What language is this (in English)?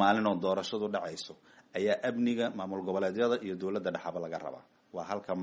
Somali